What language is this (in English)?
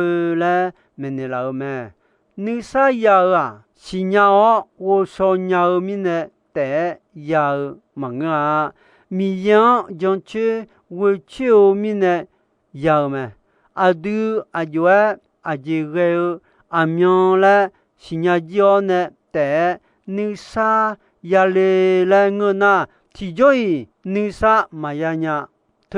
Akha